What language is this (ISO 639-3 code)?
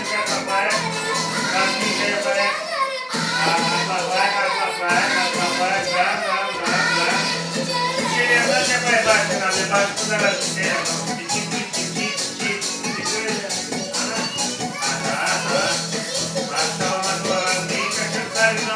crh